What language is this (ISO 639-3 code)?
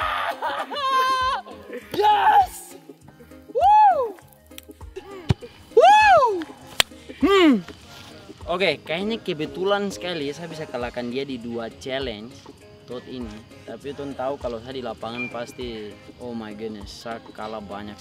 ind